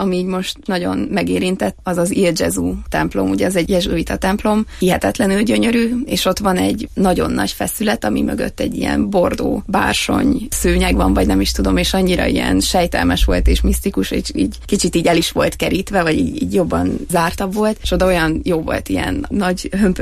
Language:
Hungarian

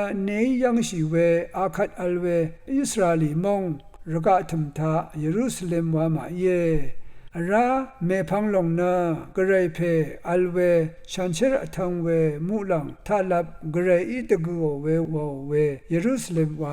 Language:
Rawang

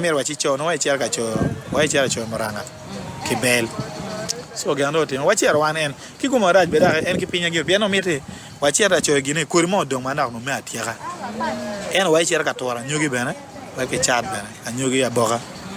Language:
Acoli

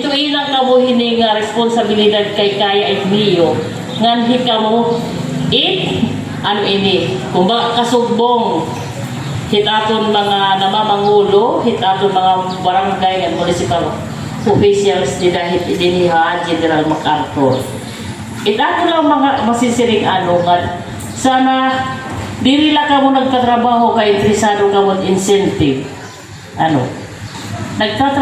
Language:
Waray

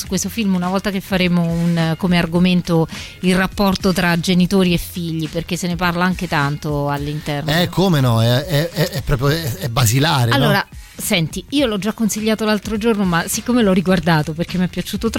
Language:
Italian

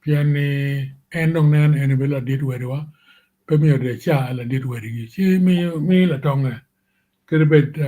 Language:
Acoli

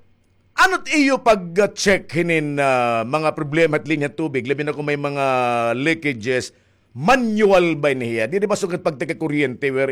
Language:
Waray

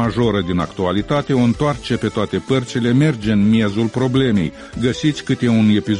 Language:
Romanian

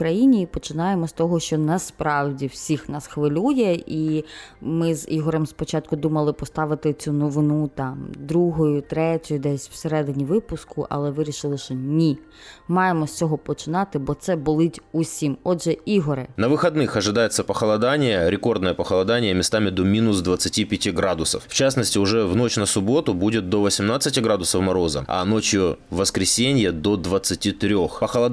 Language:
Ukrainian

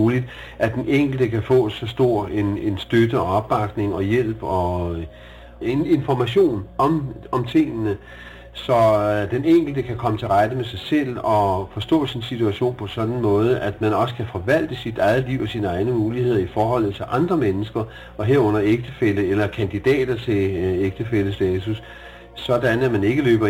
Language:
Danish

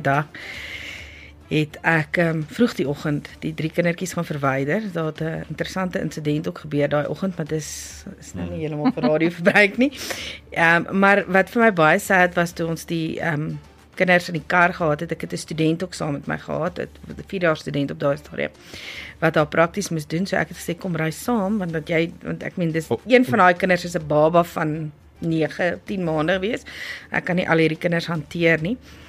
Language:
Afrikaans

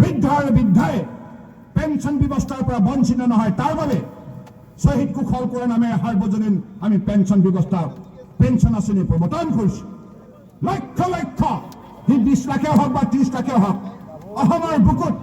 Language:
Assamese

